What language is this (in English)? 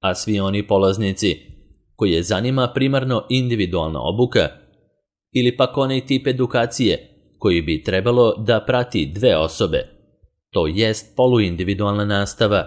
Serbian